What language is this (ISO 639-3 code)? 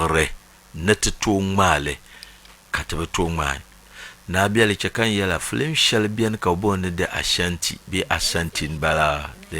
dag